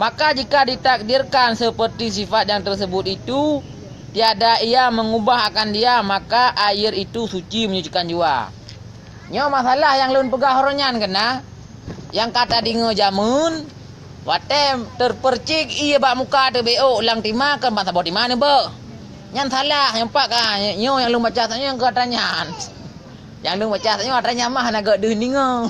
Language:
Achinese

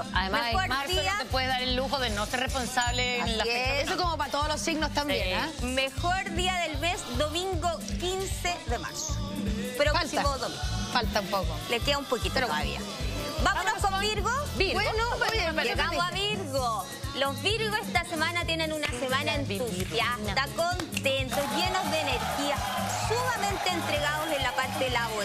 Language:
Spanish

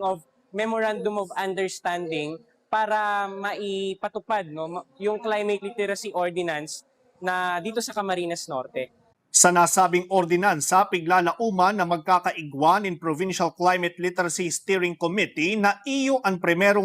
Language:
Bikol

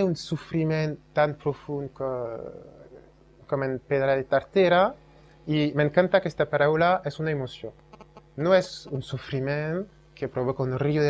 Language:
Catalan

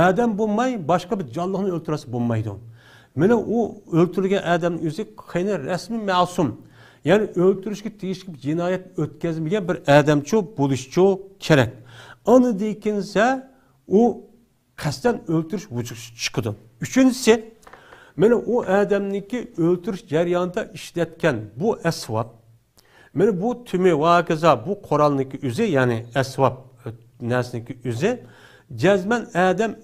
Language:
Uyghur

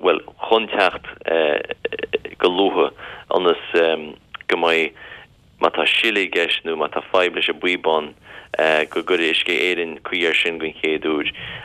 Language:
Irish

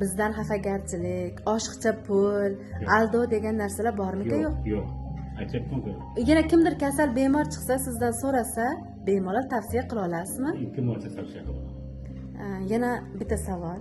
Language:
Uzbek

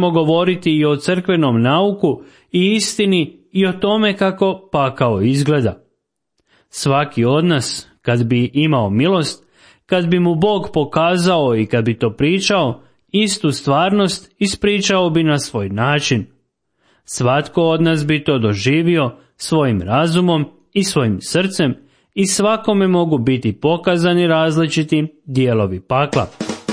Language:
Croatian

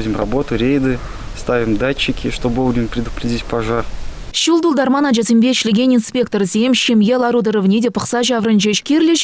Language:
Chuvash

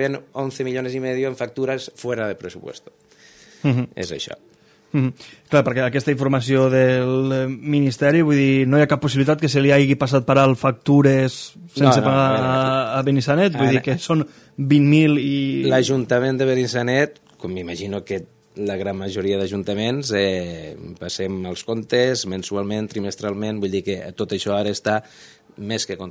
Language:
Catalan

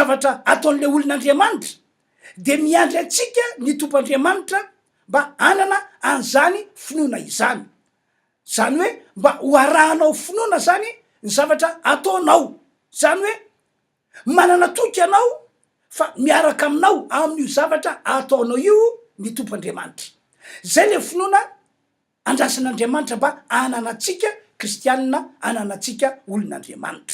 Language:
Malagasy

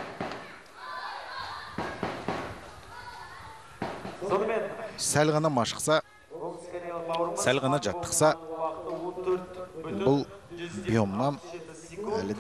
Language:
Kazakh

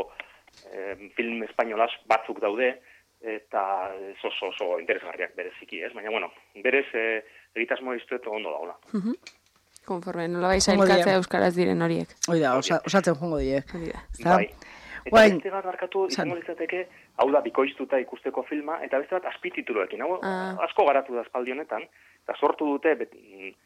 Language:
Basque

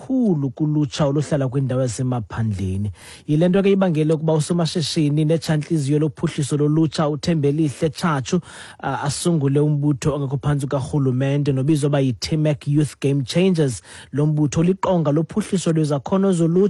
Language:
Xhosa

